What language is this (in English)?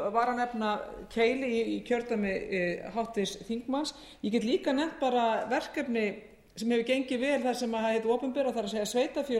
Icelandic